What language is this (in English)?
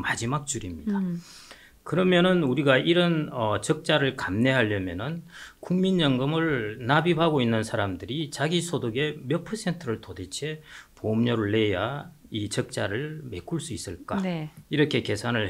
Korean